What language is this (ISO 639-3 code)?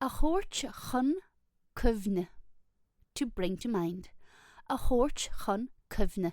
gle